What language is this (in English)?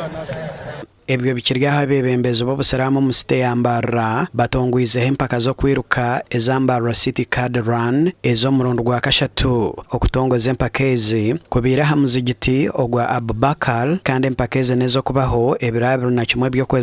Nyankole